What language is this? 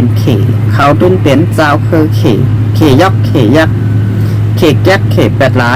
Shan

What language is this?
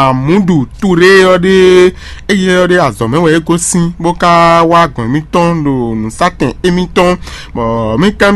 Fon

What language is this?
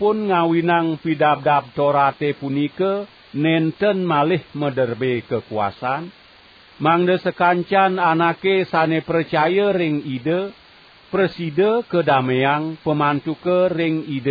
Balinese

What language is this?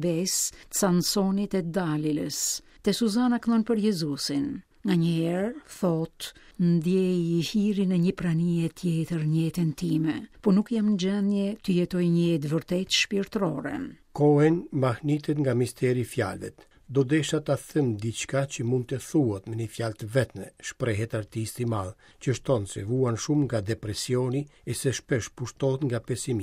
Albanian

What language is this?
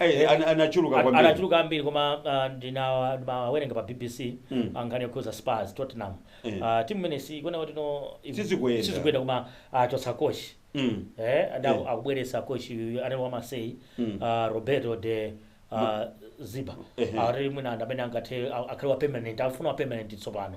Nyanja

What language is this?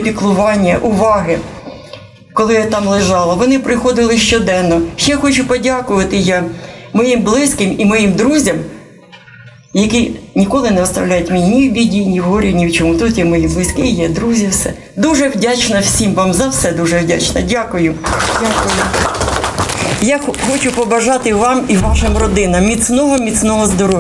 Ukrainian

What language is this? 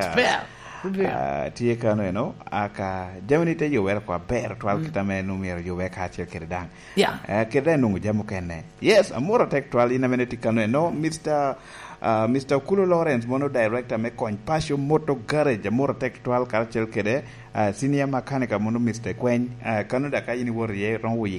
Lango (Uganda)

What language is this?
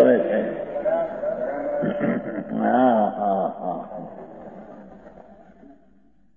Gujarati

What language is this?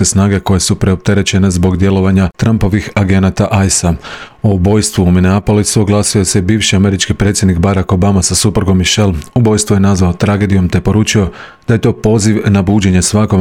Croatian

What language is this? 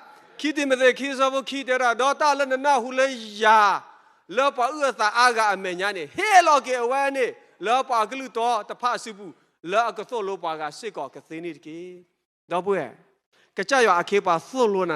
S'gaw Karen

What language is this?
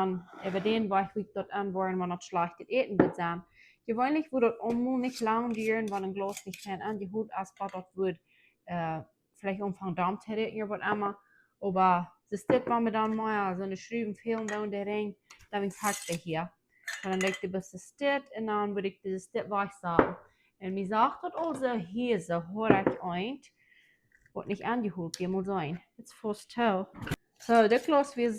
Plautdietsch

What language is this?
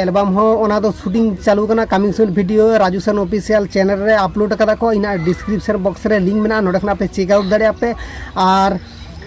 Santali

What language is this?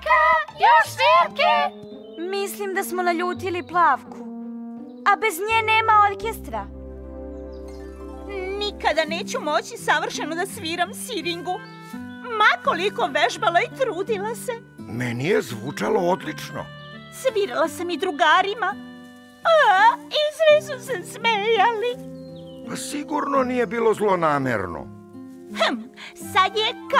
Serbian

